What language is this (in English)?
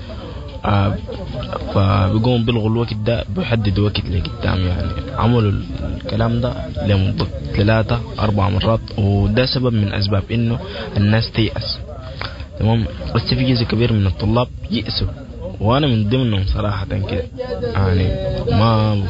Sudanese Arabic